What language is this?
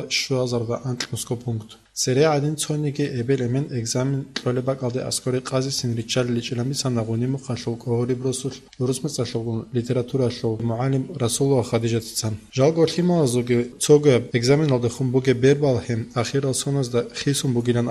Avaric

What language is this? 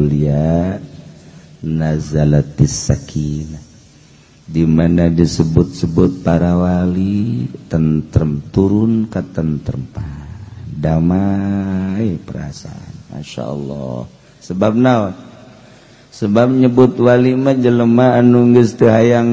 Sundanese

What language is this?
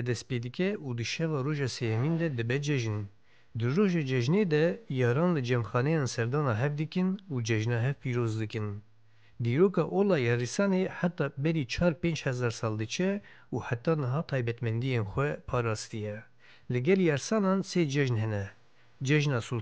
Kurdish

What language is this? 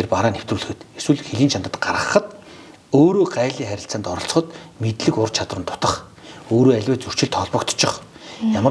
Mongolian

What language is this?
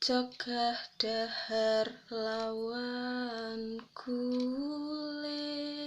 Javanese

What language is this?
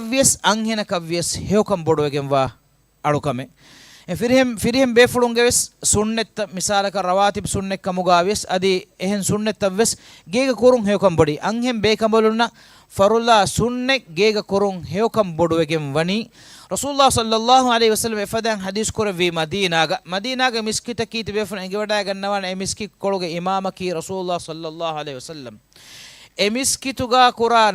Divehi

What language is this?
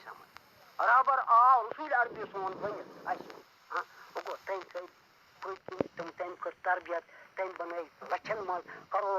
Kashmiri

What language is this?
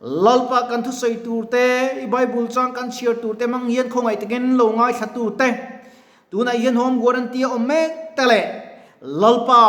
Mizo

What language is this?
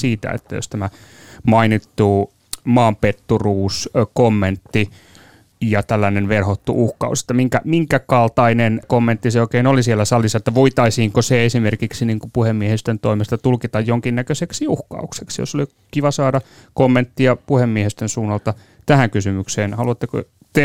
Finnish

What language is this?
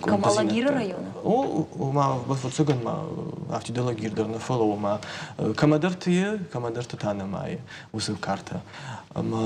Ossetic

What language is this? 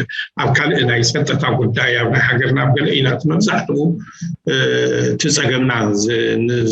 Tigrinya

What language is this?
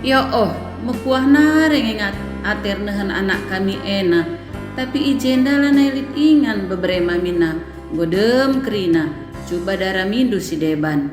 Batak Karo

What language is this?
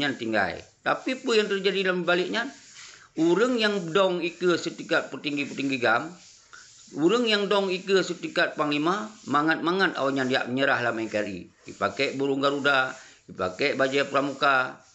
Achinese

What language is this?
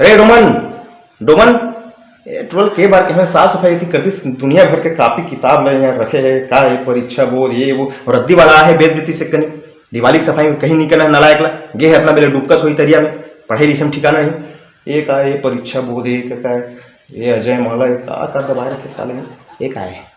Chhattisgarhi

